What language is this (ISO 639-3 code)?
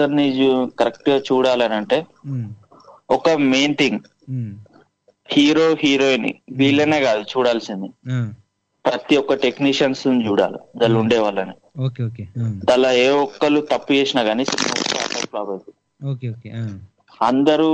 tel